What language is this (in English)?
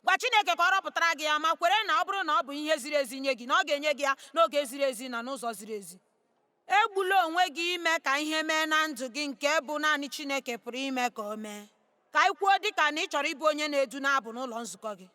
Igbo